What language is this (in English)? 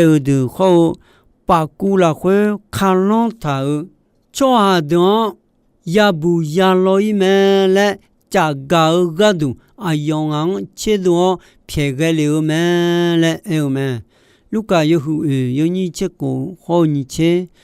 Akha